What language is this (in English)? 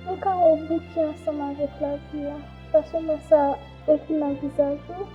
Haitian Creole